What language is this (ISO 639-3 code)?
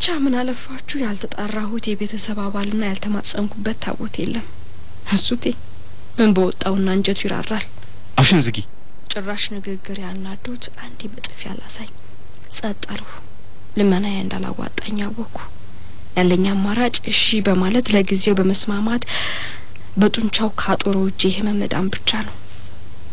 amh